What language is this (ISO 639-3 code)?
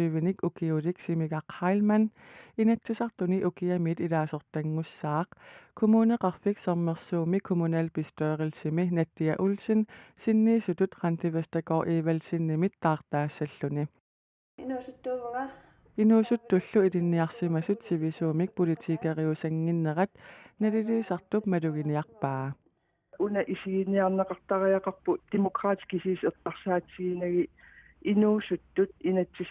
kal